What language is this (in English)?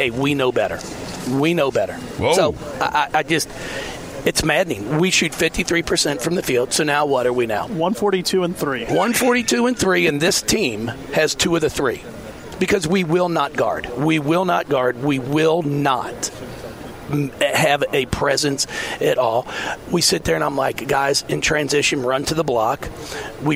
English